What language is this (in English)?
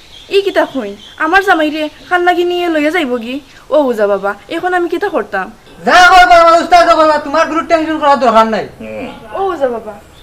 Sylheti